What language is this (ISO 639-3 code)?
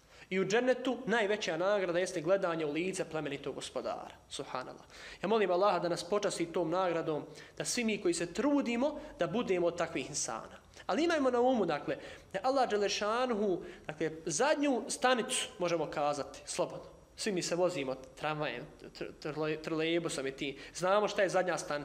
bos